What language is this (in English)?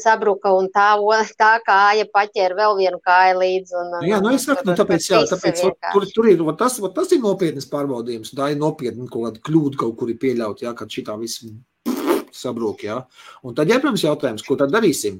Latvian